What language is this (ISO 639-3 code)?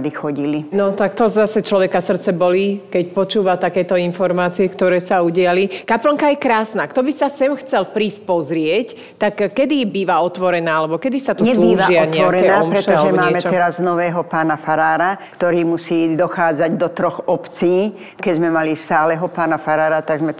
slk